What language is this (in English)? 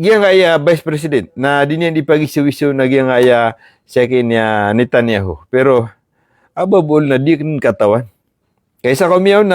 Maranao